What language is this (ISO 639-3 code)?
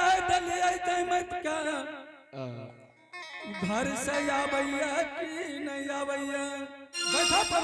anp